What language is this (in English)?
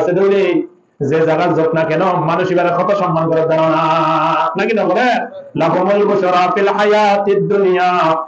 Rohingya